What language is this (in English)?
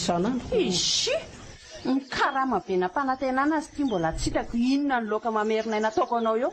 Malagasy